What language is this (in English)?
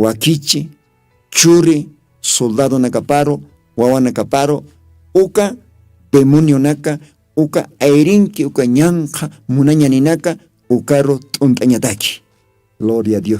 Aymara